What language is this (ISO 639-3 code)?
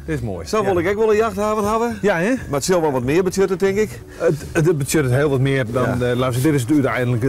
fry